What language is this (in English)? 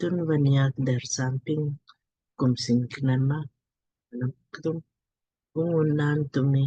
Lamkang